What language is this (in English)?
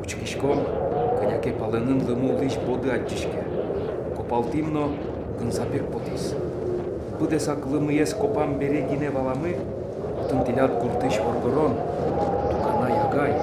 Udmurt